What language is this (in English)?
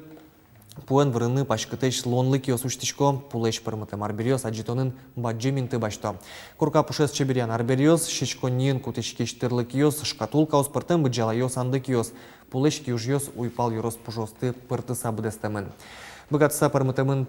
Udmurt